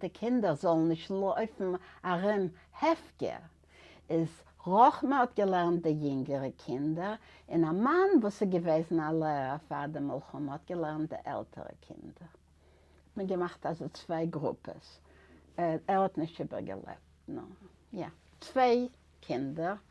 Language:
Yiddish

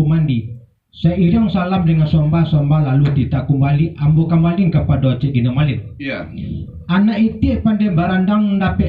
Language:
Minangkabau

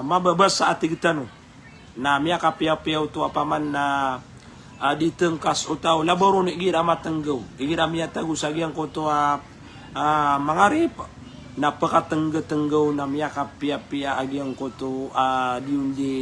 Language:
Maranao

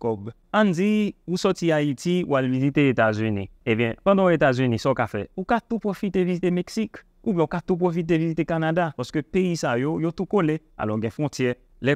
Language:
Haitian Creole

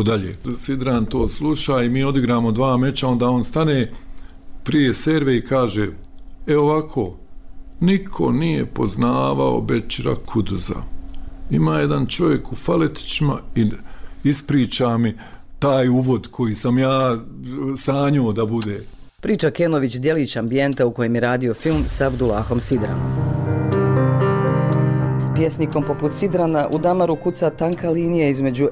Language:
Bosnian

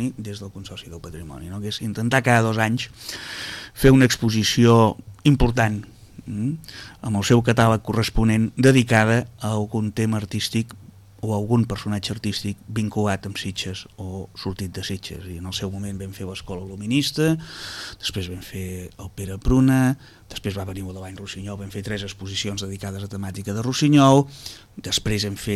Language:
Catalan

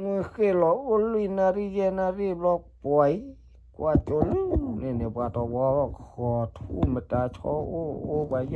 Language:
S'gaw Karen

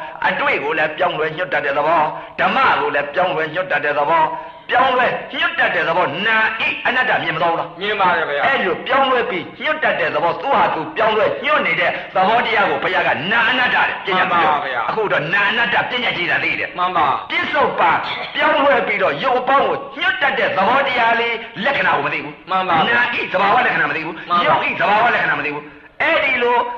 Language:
Burmese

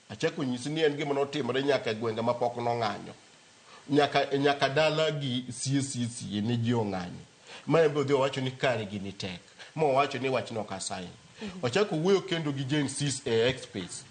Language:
Luo (Kenya and Tanzania)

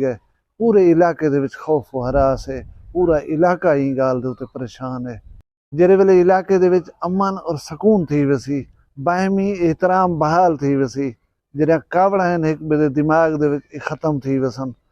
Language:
Saraiki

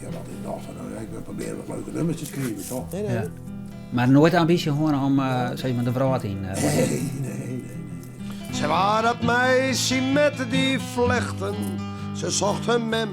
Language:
Western Frisian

